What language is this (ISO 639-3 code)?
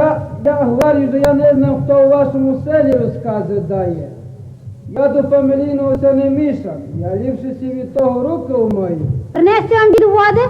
rue